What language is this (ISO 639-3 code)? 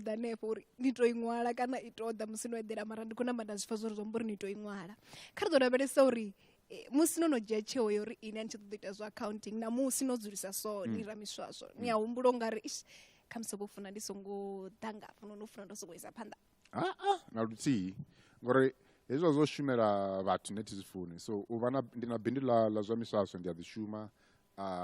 ven